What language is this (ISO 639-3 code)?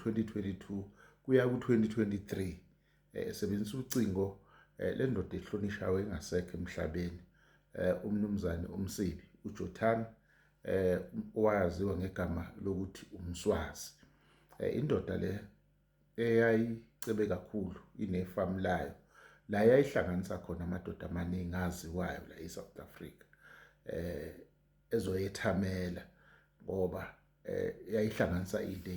zul